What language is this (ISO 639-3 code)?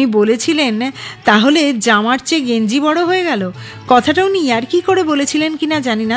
ben